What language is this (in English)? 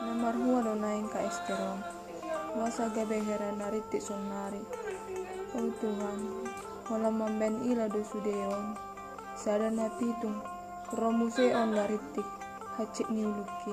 Batak Toba